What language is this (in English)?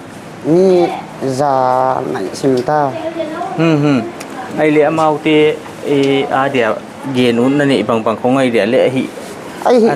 Paite Chin